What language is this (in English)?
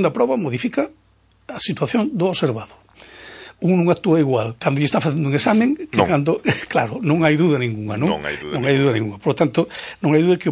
Galician